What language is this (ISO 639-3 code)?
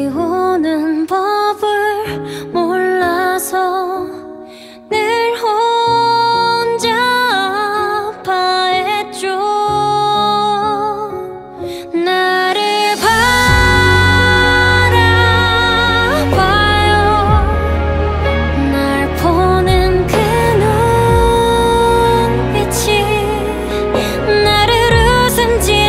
kor